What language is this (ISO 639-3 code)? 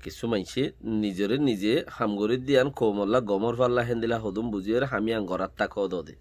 rhg